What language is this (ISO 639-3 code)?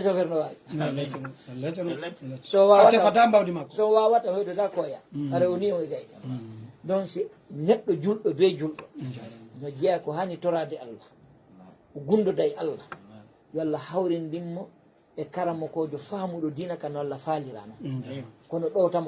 ful